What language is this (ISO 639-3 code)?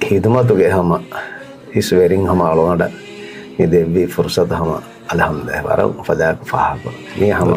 div